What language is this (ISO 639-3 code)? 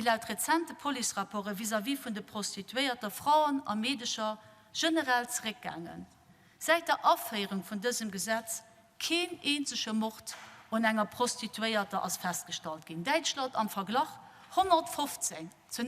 ltz